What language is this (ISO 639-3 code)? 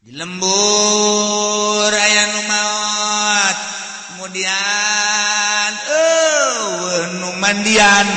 sun